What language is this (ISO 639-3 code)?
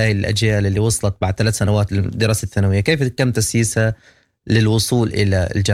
apd